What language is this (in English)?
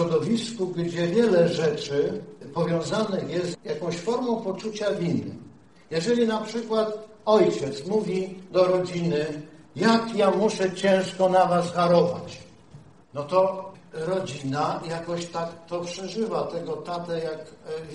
Polish